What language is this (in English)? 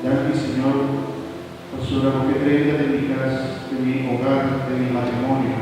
Papiamento